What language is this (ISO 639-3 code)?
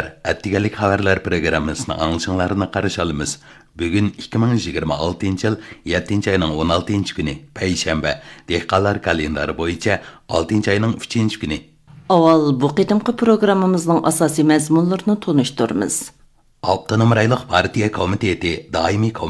uig